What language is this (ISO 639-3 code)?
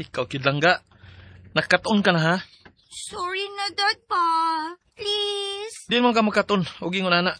ceb